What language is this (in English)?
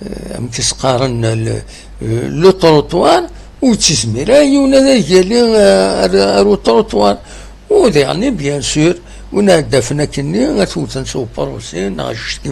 Kabyle